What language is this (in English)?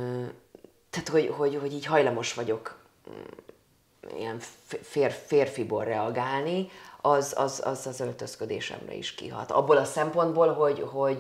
Hungarian